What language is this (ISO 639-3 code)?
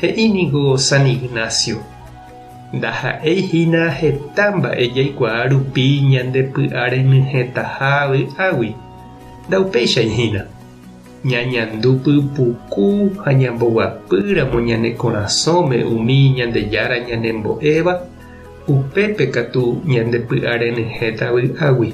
grn